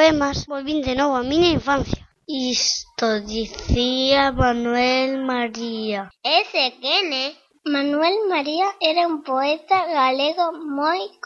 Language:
Galician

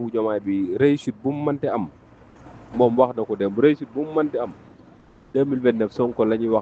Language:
Wolof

